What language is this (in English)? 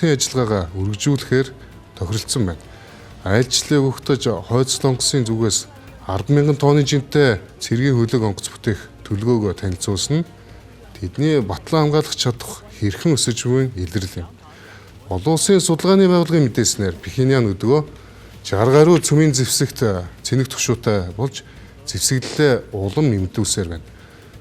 Mongolian